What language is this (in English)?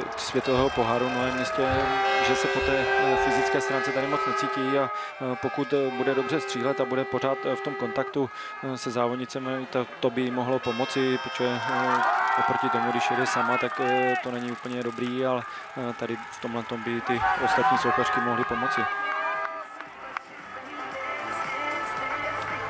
Czech